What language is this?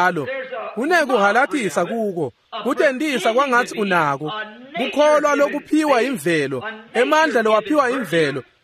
Swati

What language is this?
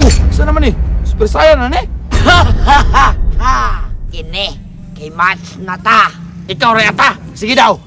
Cebuano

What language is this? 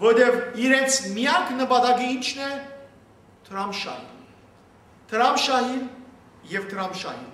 Western Armenian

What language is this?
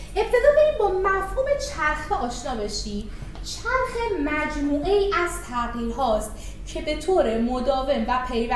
Persian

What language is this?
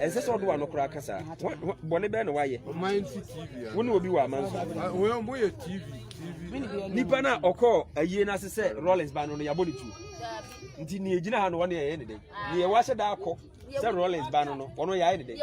Akan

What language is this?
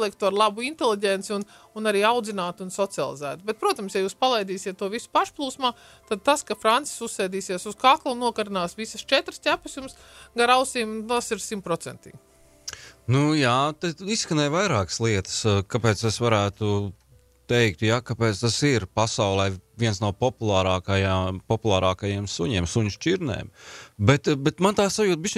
Latvian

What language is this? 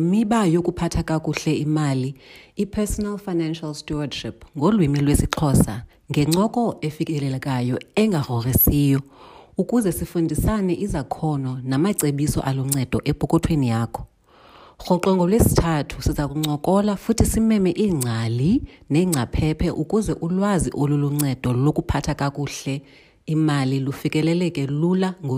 Xhosa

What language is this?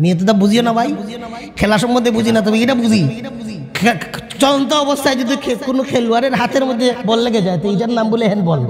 Sylheti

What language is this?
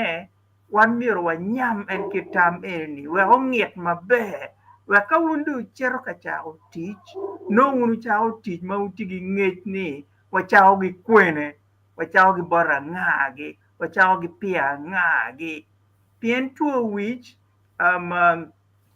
Acoli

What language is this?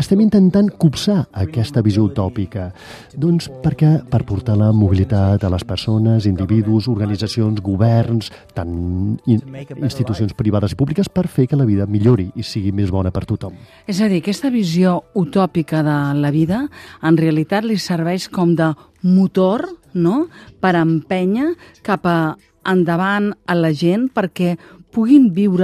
Catalan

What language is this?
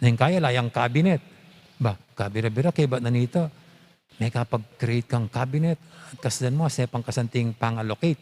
Pampanga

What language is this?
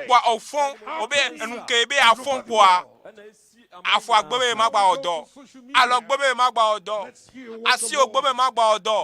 Ewe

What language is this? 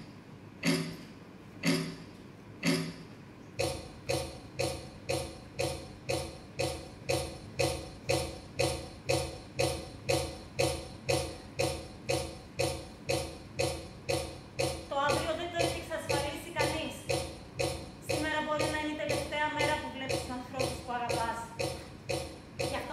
Greek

